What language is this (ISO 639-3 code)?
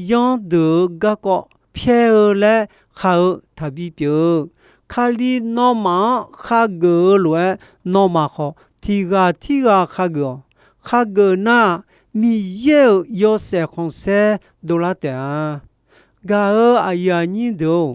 ahk